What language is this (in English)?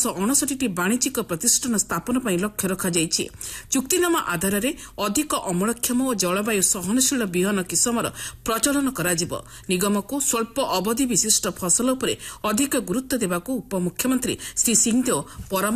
Odia